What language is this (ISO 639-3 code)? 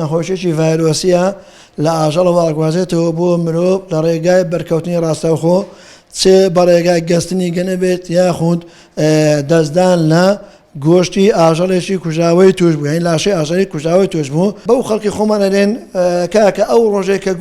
ckb